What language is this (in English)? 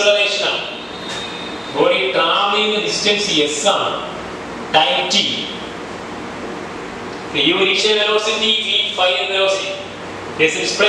Malayalam